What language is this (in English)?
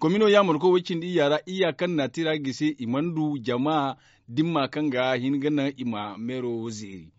Zarma